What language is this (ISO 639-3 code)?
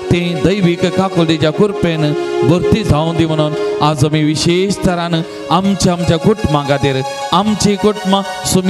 kok